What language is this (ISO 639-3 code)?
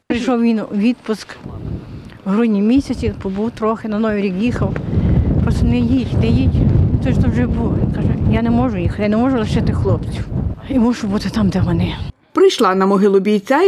ukr